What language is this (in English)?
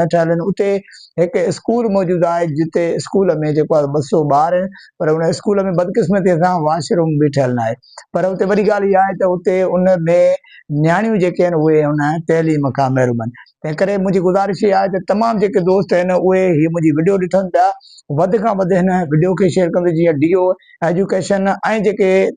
Sindhi